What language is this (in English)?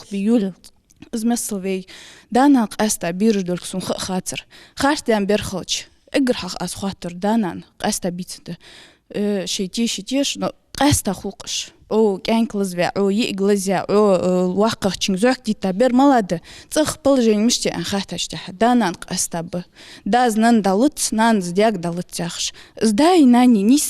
Ingush